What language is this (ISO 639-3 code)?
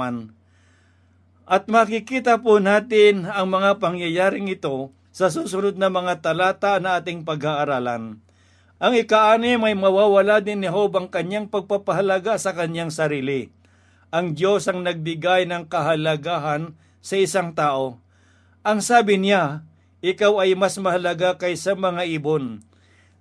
fil